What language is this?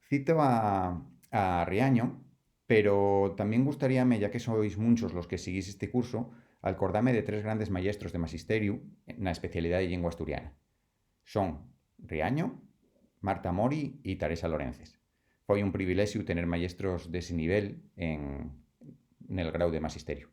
Asturian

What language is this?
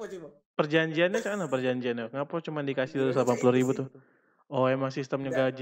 Musi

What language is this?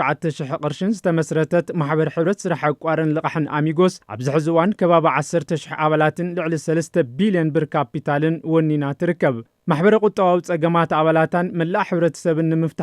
Tigrinya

